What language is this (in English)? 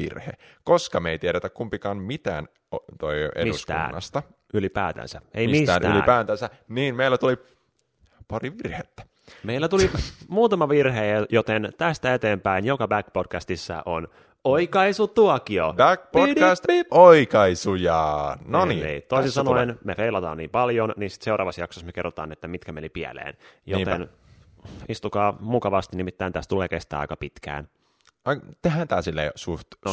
Finnish